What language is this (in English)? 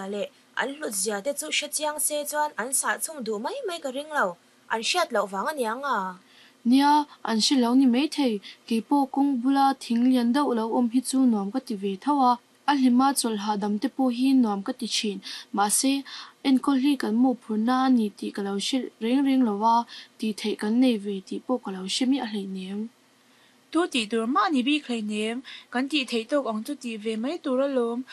Mizo